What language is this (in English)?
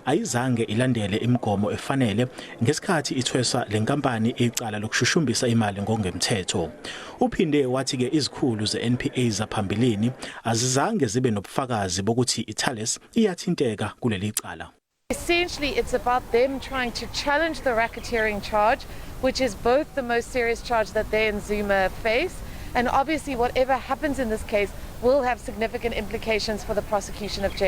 Zulu